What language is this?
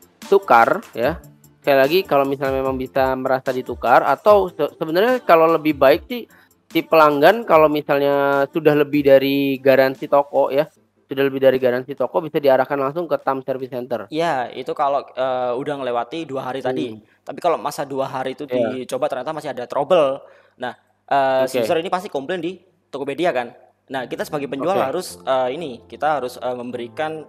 Indonesian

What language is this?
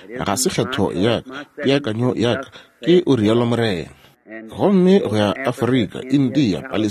Northern Sotho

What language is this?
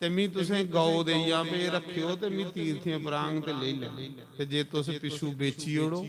Dogri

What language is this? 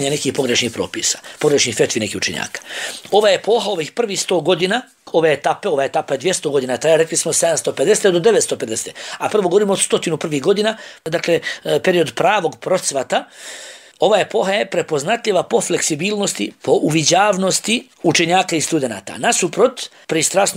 Bosnian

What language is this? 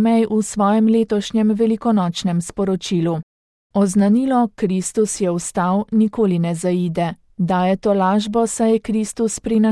Slovenian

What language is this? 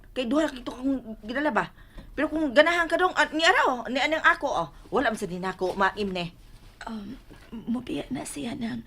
Cebuano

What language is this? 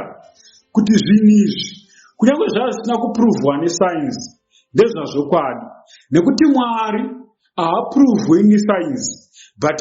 Shona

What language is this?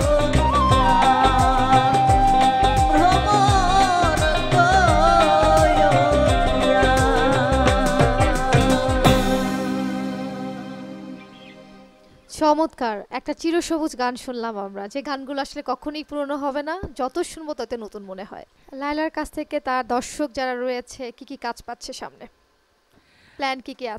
Bangla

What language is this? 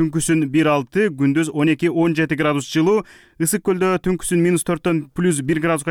Kyrgyz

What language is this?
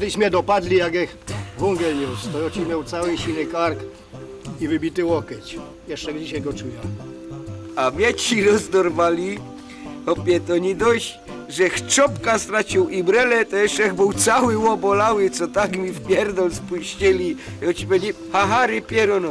Silesian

